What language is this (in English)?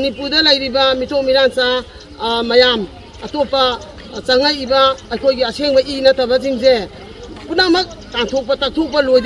Manipuri